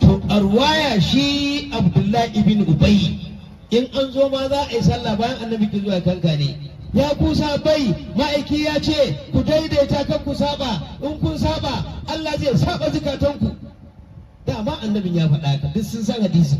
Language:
Hausa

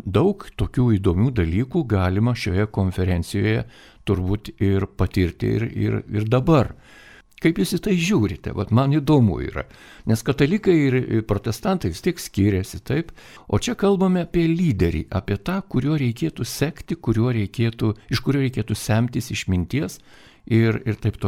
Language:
Lithuanian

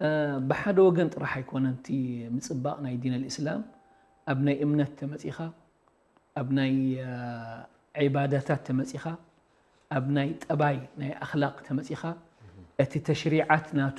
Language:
Tigrinya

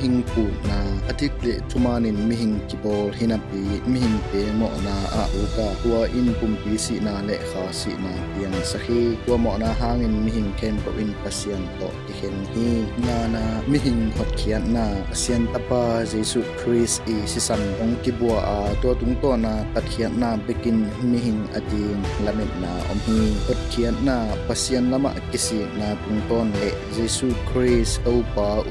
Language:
Tedim Chin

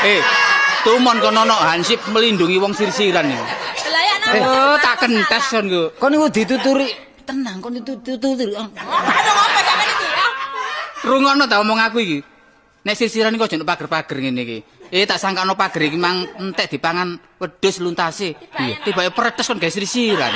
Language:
Javanese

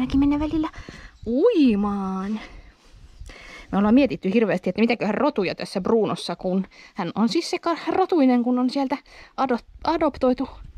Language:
Finnish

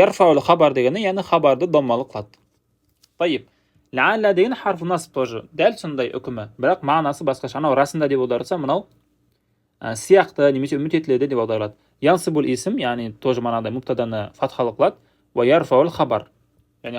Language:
Kazakh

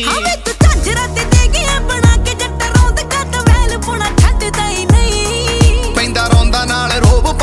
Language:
Punjabi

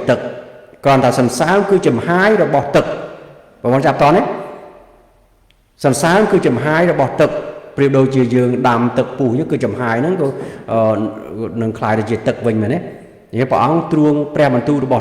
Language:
Khmer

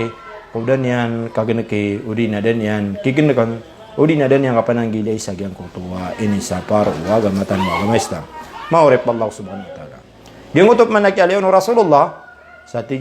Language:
Maranao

